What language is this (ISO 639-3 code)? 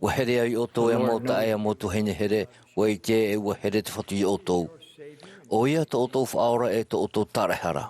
tah